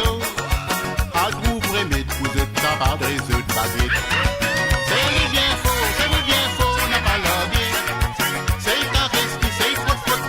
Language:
Morisyen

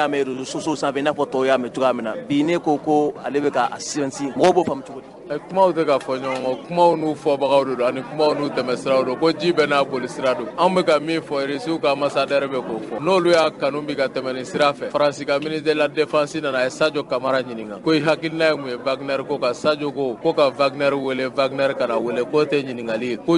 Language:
Bambara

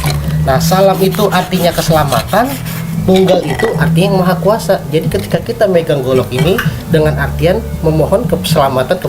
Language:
Betawi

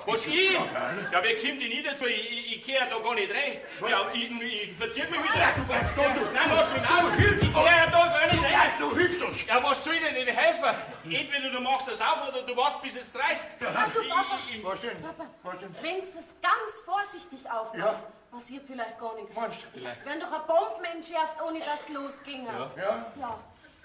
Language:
Bavarian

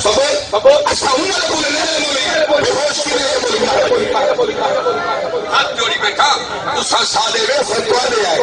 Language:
Saraiki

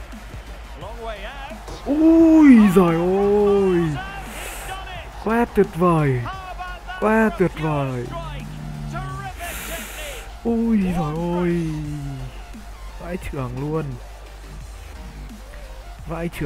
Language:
Vietnamese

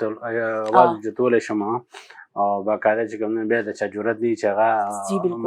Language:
Pashto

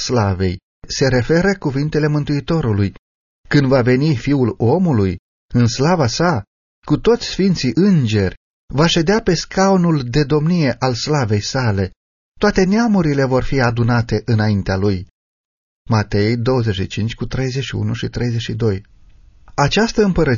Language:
Romanian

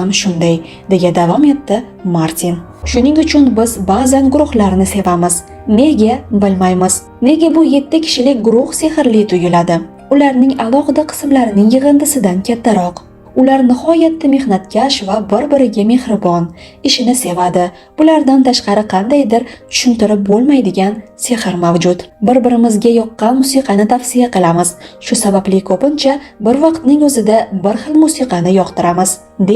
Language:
Uzbek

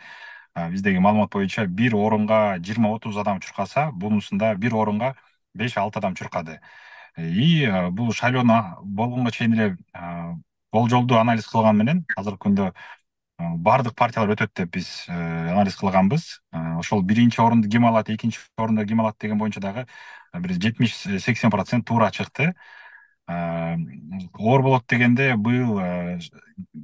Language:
Kyrgyz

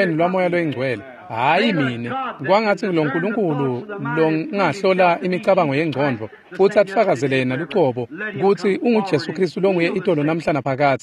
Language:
Swati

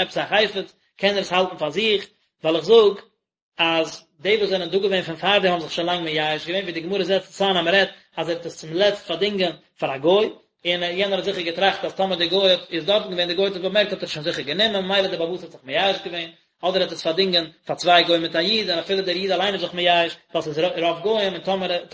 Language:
Yiddish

